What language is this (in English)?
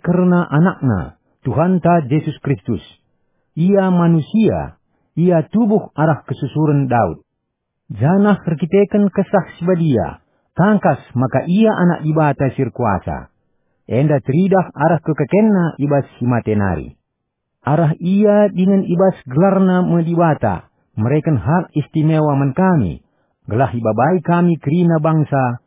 Batak Karo